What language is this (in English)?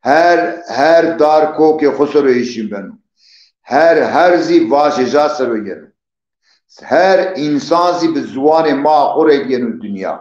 Zaza